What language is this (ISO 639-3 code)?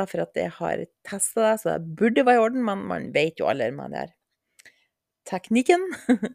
nor